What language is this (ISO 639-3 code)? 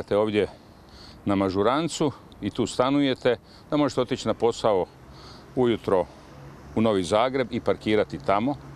hrv